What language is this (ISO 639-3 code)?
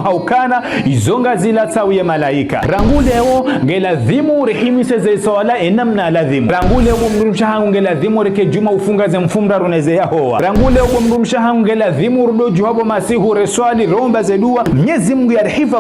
zdj